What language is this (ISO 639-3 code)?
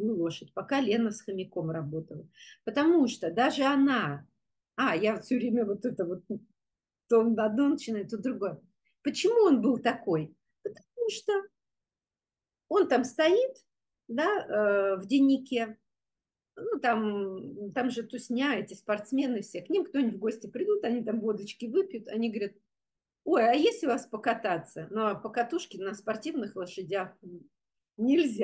rus